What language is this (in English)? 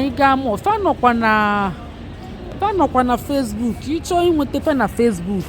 Igbo